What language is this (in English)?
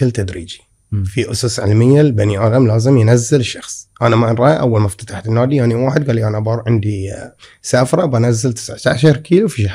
Gulf Arabic